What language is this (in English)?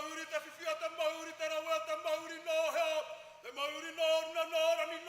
Māori